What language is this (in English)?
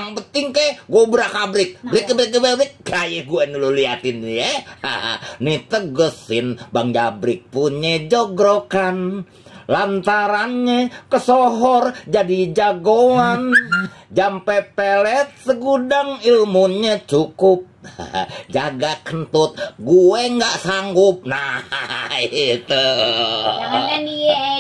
Betawi